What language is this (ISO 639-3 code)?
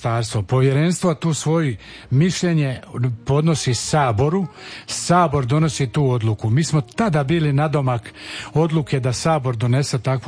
hrv